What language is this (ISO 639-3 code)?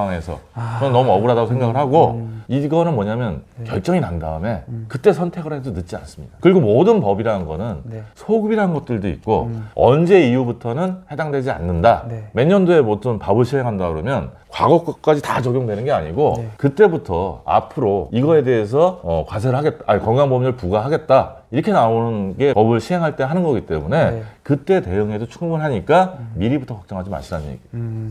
kor